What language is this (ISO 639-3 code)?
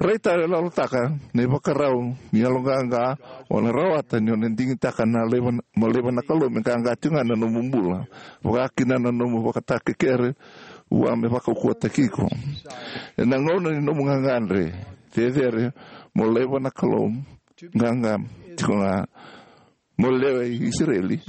fij